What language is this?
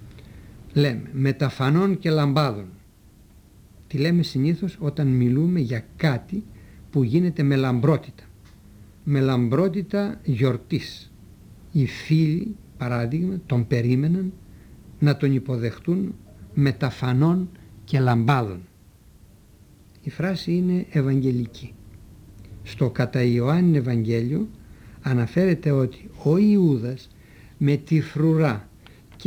Greek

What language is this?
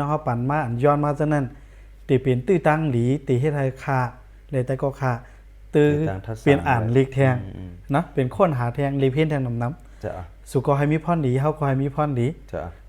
Shan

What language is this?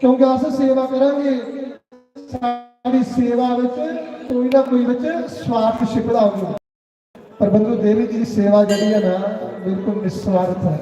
Dogri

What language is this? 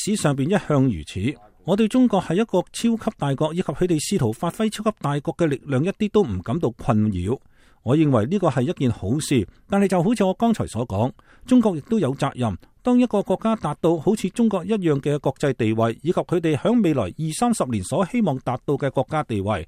Cantonese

